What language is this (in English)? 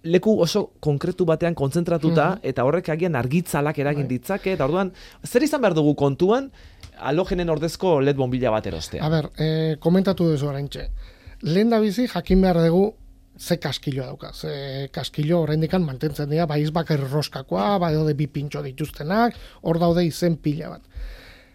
Basque